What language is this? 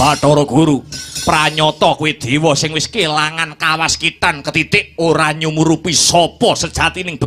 Javanese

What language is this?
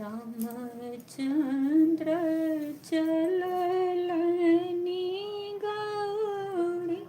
Maithili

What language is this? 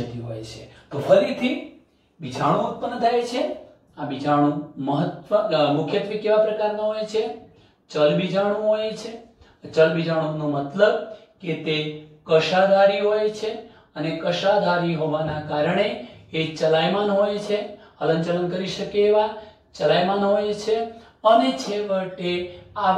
Gujarati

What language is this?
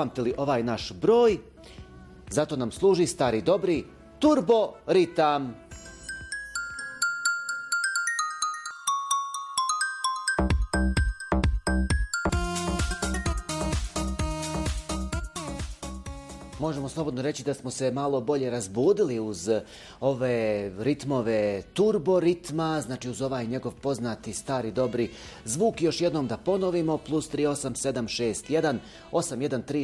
Bosnian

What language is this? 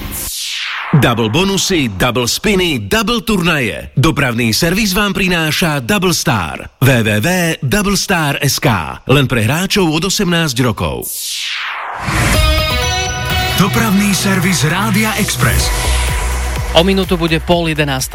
Slovak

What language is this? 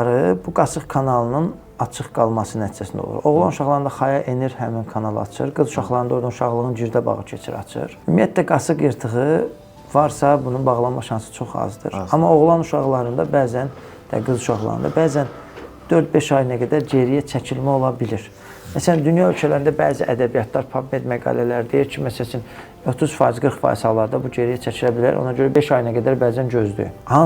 Azerbaijani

